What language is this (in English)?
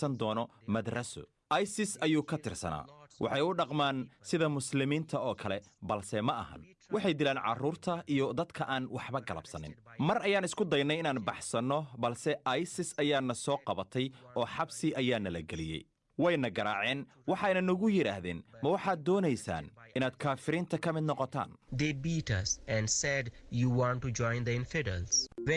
Somali